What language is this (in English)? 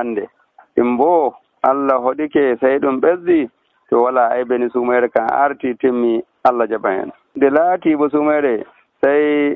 Nigerian Fulfulde